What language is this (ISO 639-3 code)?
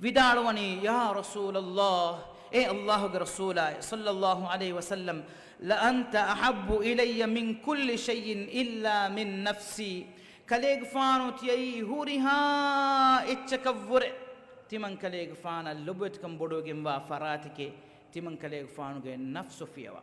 div